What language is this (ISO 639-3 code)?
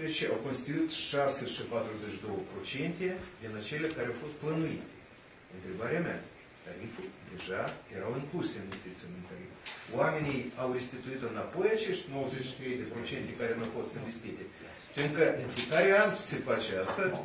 ron